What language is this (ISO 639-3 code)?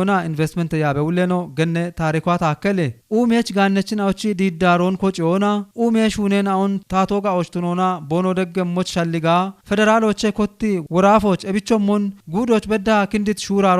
kbr